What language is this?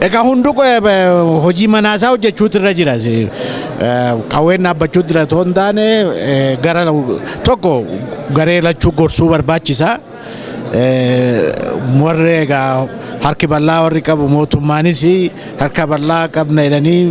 Oromo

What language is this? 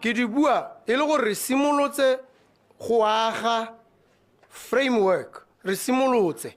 Tswana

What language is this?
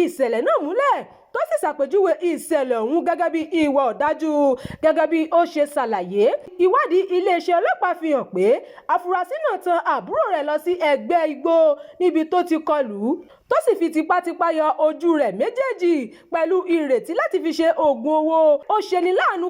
Yoruba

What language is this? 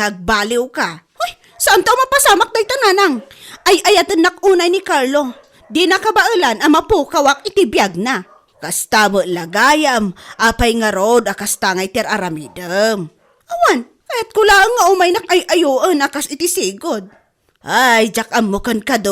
Iloko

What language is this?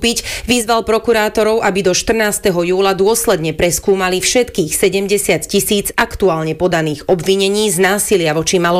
Slovak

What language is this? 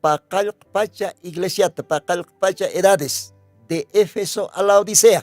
Aymara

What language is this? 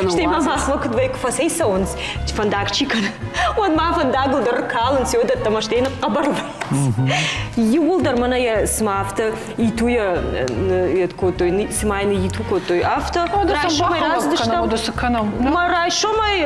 Ossetic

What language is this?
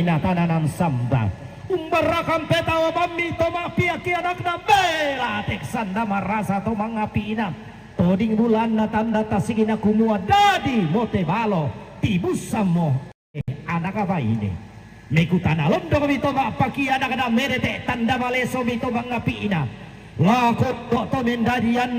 Toraja-Sa'dan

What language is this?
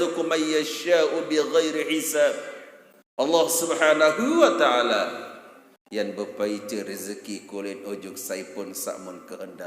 Sasak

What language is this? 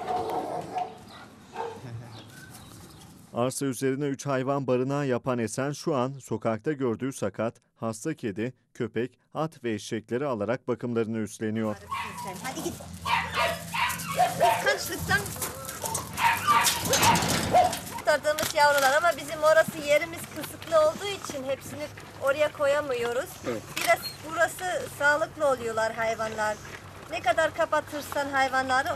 Turkish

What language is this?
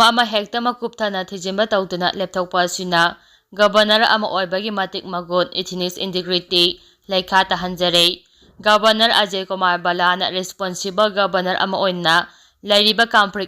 Manipuri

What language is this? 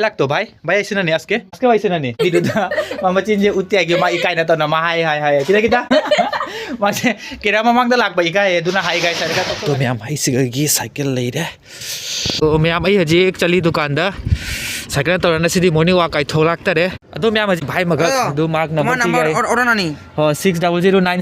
Manipuri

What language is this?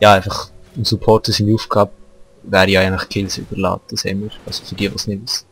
Swiss German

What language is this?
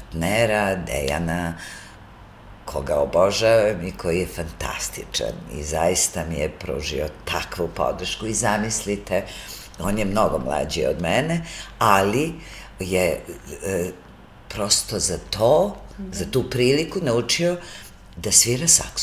Serbian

